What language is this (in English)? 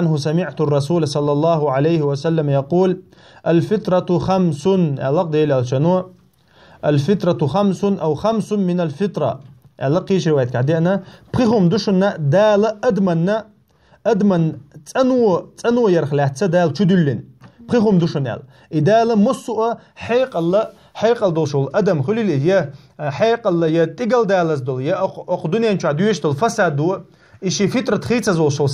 Chechen